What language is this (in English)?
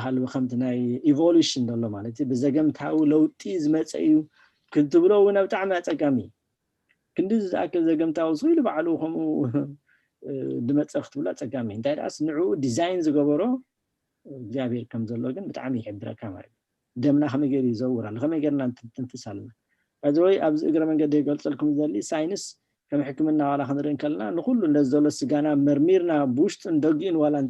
Tigrinya